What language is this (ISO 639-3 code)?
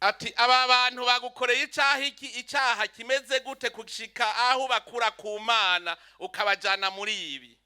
run